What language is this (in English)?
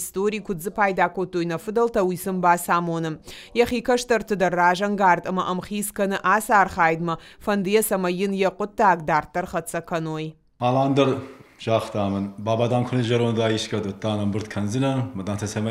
Ossetic